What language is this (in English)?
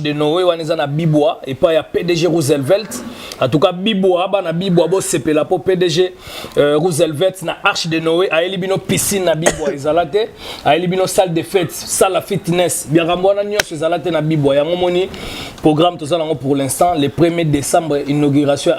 Lingala